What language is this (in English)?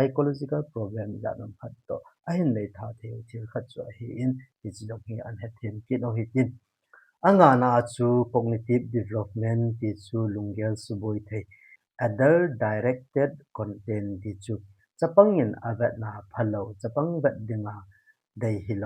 Thado Chin